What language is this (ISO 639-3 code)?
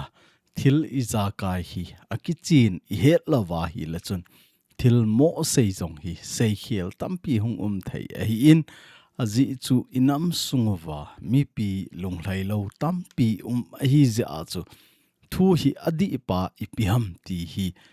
tcz